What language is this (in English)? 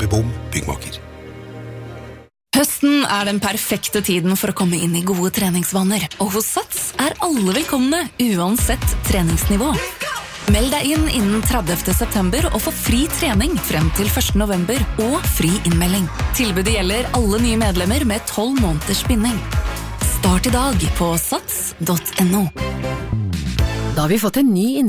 Norwegian